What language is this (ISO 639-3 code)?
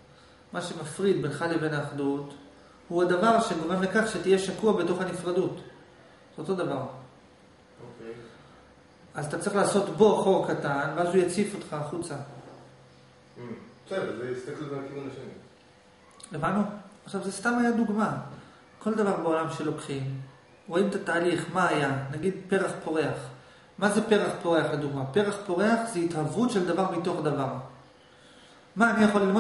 heb